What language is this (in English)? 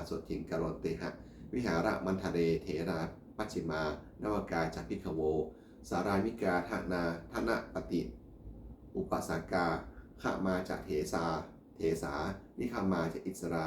Pali